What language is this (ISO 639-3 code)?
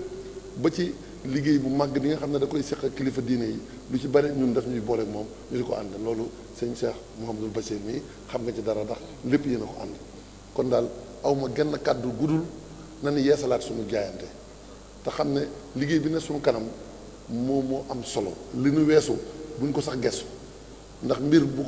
wol